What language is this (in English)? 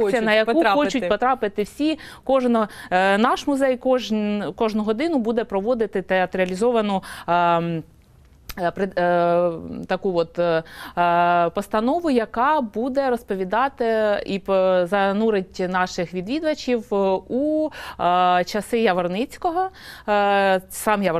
Ukrainian